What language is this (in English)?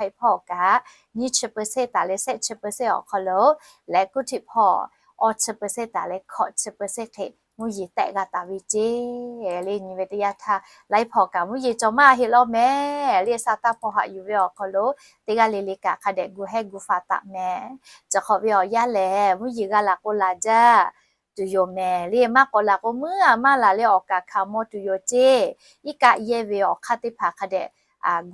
Lahu